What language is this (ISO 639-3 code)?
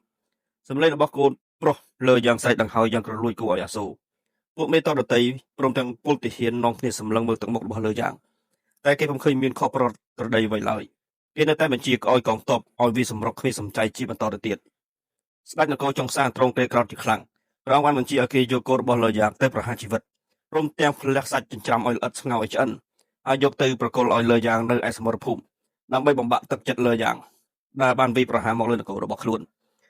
khm